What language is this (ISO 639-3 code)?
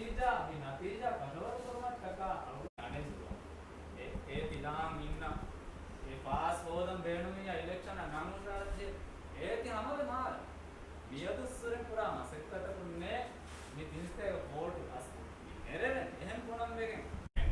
div